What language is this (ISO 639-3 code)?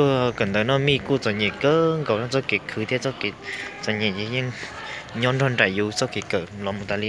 hmn